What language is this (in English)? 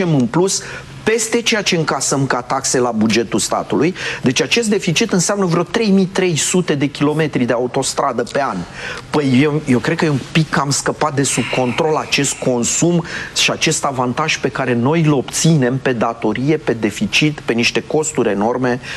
Romanian